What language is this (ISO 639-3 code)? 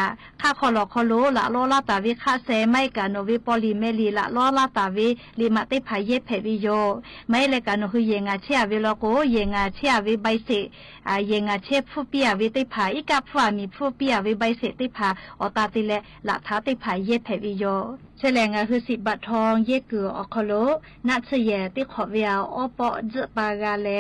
lhu